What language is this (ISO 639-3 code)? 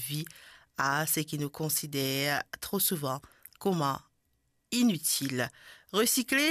mfe